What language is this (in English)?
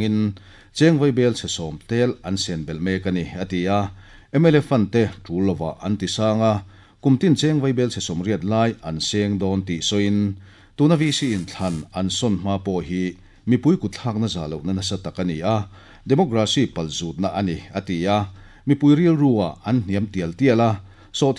Mizo